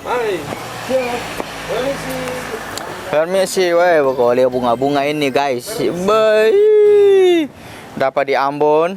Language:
Ambonese Malay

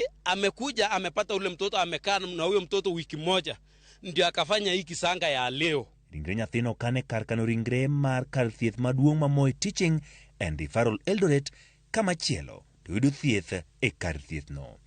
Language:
Luo (Kenya and Tanzania)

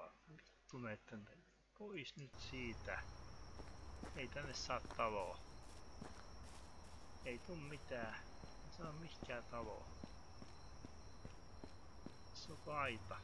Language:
Finnish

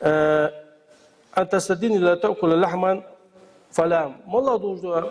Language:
Ingush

